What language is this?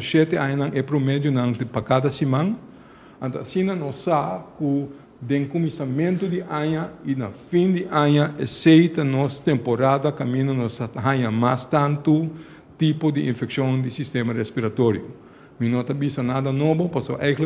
Papiamento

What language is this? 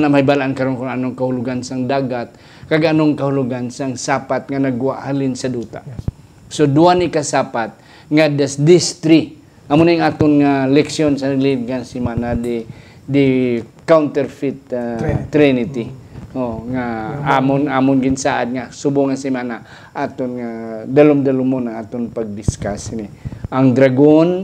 Hiligaynon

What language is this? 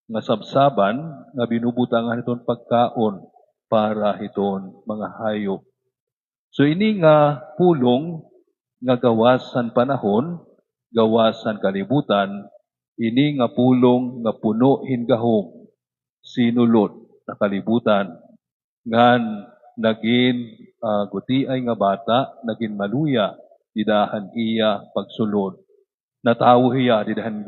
Waray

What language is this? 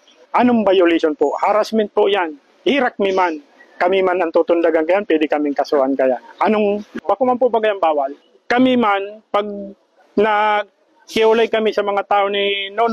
Bikol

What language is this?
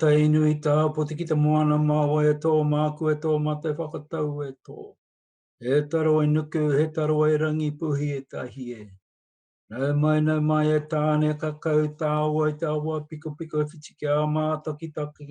Māori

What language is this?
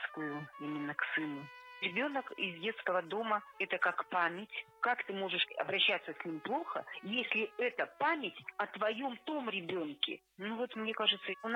Russian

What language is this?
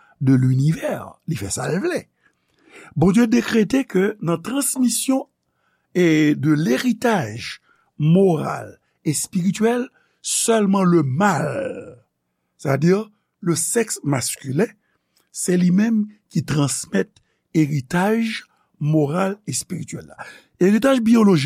Haitian Creole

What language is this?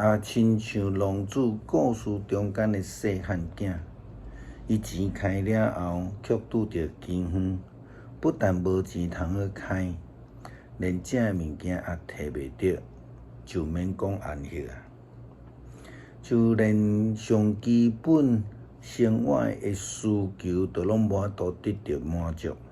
Min Nan Chinese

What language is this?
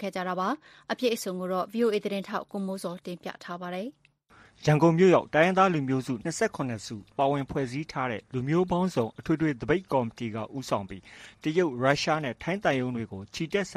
Burmese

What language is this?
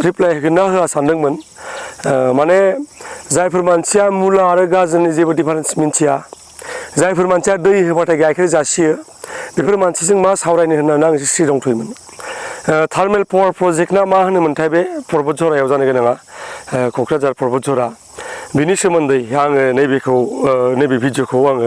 Bodo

